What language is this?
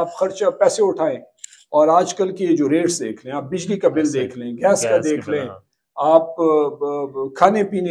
Urdu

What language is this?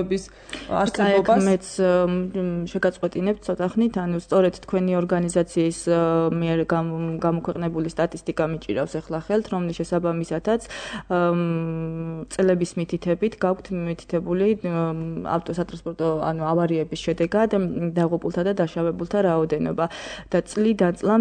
Georgian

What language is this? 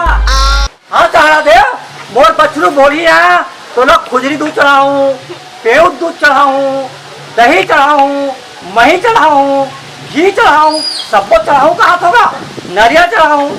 Chhattisgarhi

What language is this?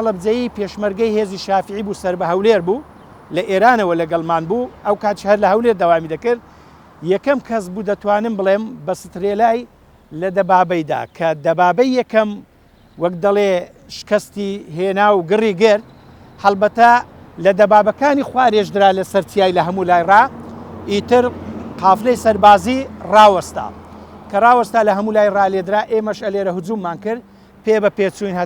Central Kurdish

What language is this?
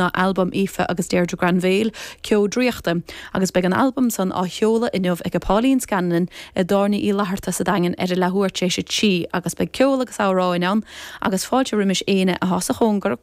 Irish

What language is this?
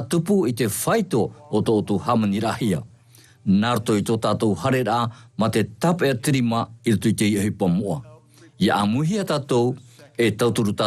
Tahitian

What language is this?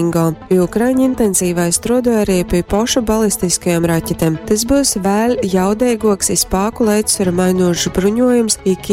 Latgalian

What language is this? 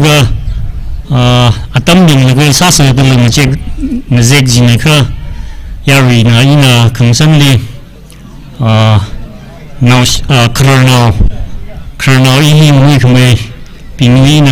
Tangkhul Naga (India)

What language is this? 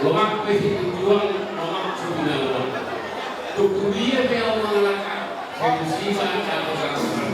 Batak Toba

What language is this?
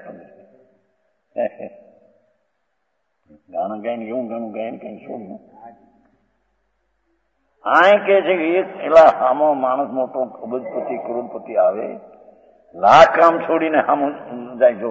Gujarati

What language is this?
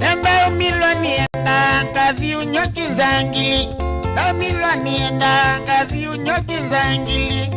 Kamba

